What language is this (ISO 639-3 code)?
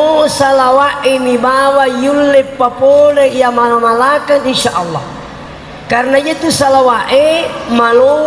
bug